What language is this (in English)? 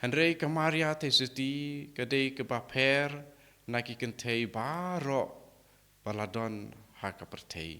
Khasi